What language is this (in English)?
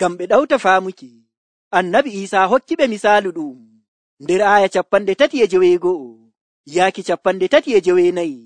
Nigerian Fulfulde